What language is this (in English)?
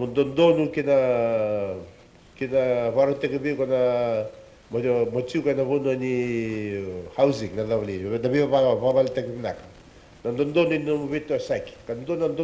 Fijian